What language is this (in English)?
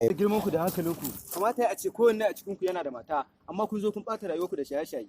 Hausa